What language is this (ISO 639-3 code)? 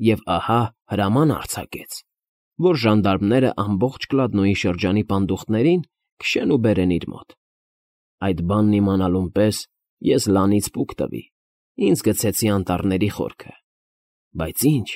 hye